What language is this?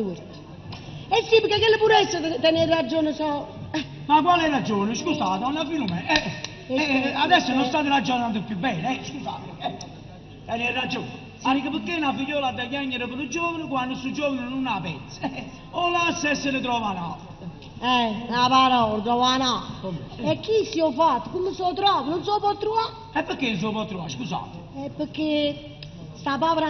Neapolitan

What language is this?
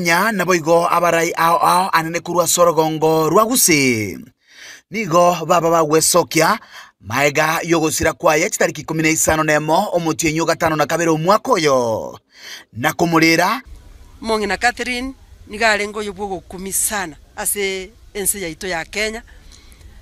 Gusii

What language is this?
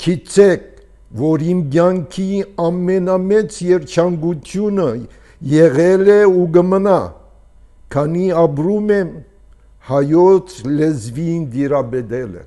Armenian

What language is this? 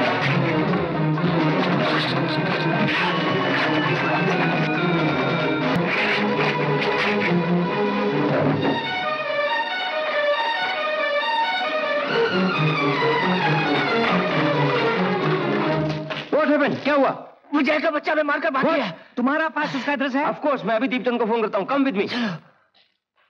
Hindi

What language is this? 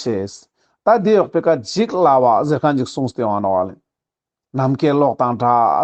Ladakhi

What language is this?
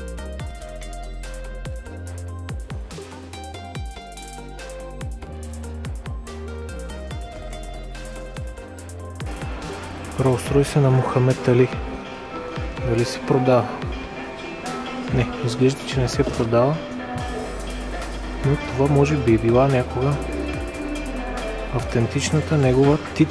Bulgarian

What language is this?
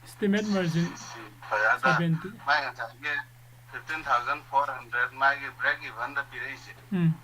Manipuri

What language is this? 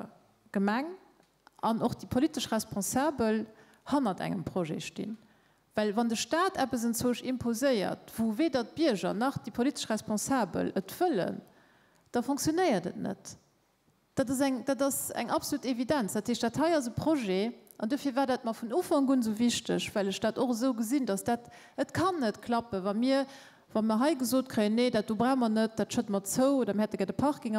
Luxembourgish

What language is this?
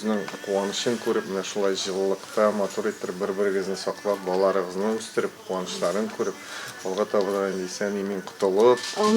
Tatar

